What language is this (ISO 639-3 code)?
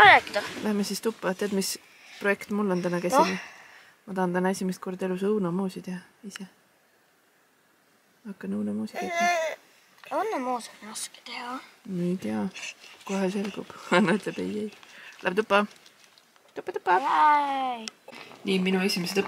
est